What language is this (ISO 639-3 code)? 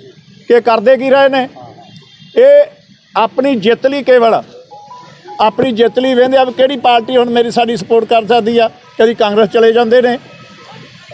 pan